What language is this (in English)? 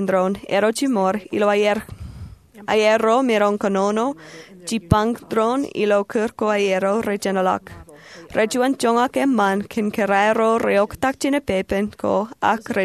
Marshallese